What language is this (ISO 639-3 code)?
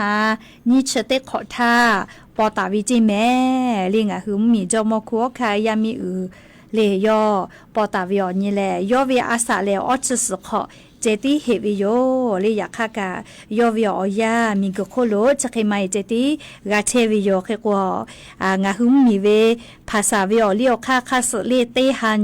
lhu